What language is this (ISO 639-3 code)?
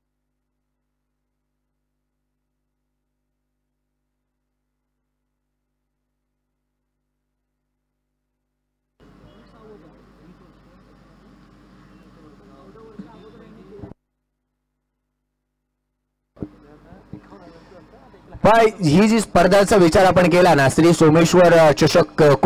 mar